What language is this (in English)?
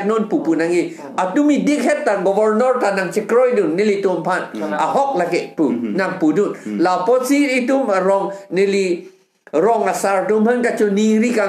Karbi